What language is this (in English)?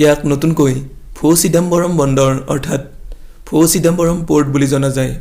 Assamese